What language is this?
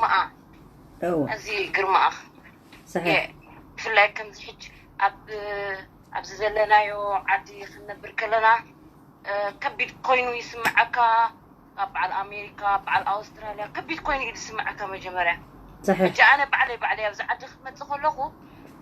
Tigrinya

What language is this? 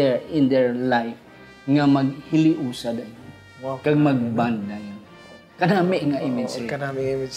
Hiligaynon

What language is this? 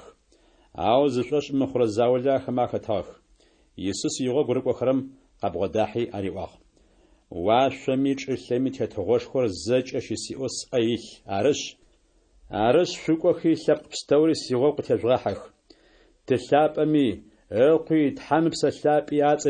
Adyghe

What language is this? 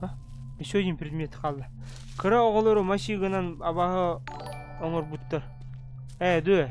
Yakut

